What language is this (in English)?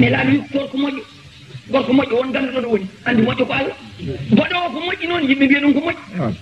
Fula